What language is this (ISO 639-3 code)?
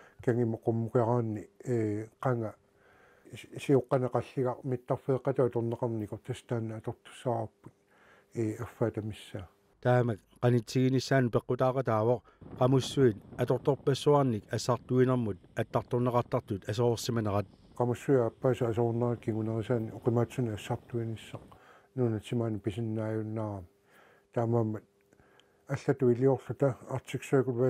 kal